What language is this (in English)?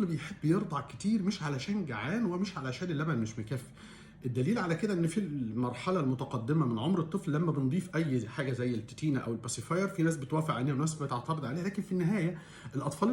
Egyptian Arabic